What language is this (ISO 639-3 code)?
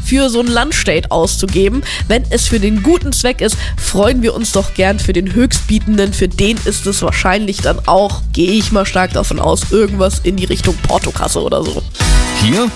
deu